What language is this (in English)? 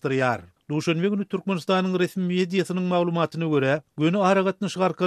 Turkmen